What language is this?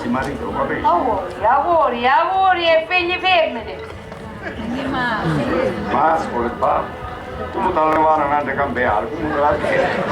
Sicilian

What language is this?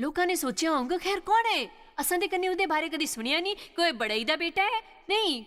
Dogri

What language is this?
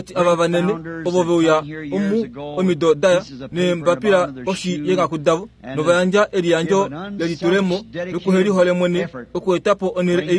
Kuanyama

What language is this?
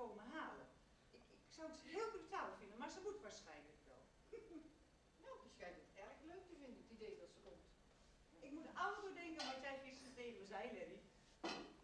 Dutch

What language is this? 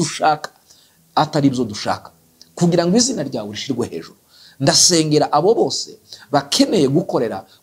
Kinyarwanda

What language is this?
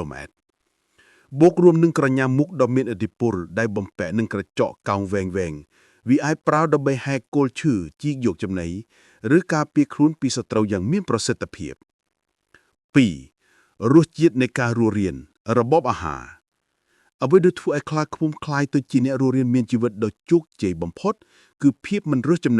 Khmer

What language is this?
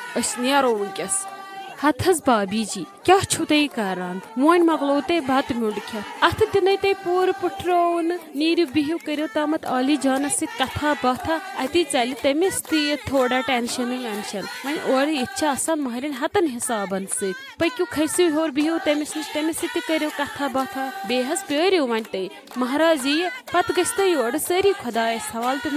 Kashmiri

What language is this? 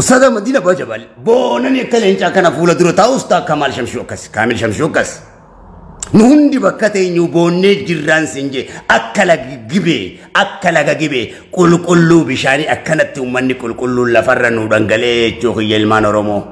Oromo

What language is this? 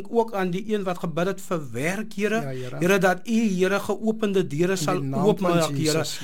Afrikaans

